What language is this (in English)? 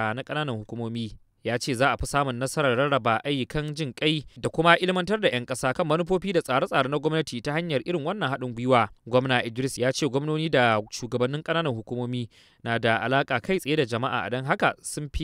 Hausa